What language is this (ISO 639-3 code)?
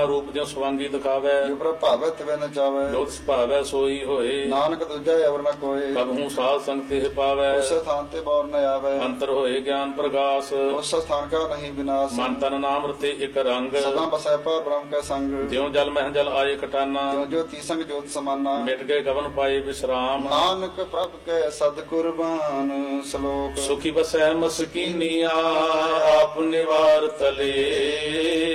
pan